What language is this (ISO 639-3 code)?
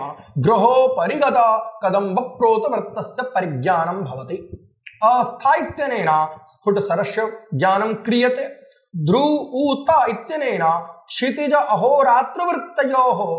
san